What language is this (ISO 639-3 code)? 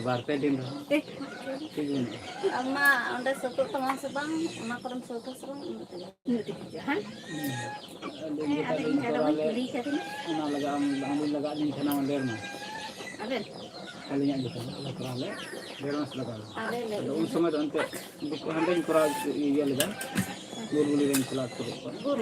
sat